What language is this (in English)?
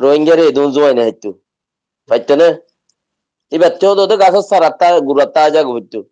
Rohingya